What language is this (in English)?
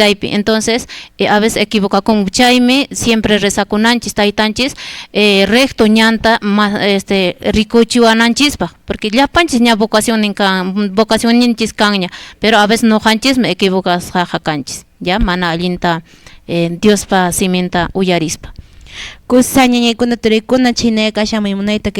Quechua